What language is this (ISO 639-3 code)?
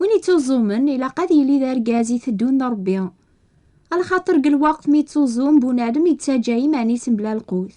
kab